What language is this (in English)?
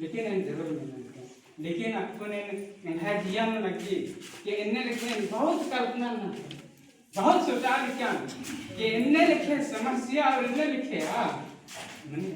Kurukh